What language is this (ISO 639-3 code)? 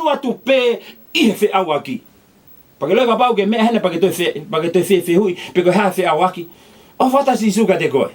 ton